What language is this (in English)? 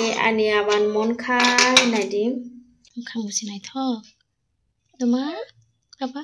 Kok Borok